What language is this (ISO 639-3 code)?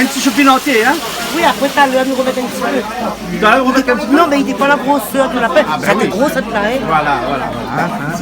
rcf